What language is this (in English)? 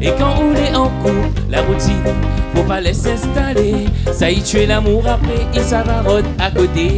Réunion Creole French